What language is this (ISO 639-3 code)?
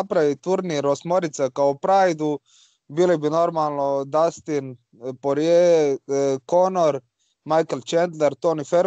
hrv